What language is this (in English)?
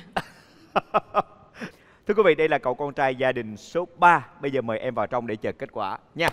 Vietnamese